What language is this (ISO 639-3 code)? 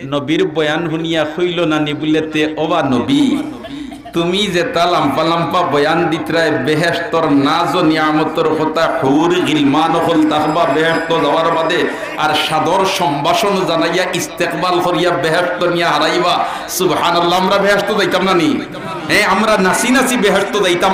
syl